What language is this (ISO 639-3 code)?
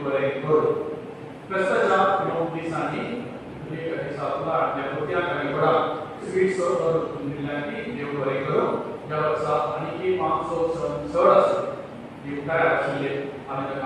kok